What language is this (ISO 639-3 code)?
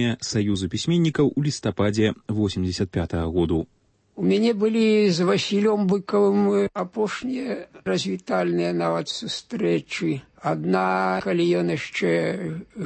bel